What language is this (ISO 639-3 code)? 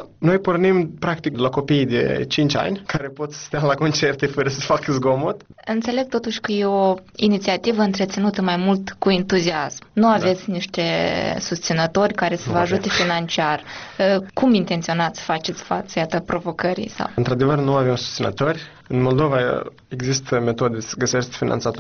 ron